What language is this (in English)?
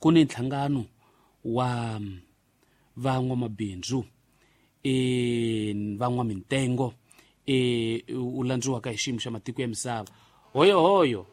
Tsonga